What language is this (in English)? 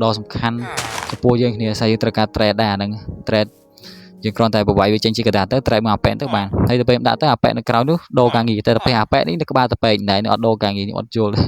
Khmer